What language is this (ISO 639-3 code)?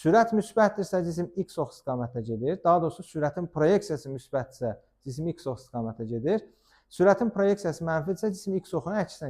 aze